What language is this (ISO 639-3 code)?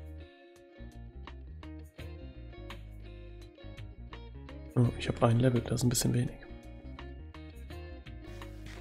deu